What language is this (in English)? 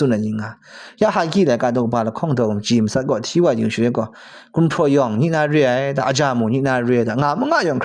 Kachin